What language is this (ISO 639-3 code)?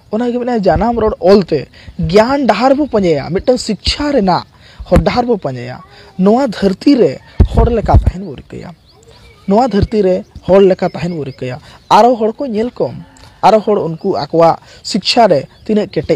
sat